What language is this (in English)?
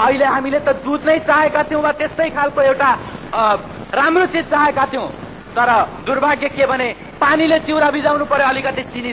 Nepali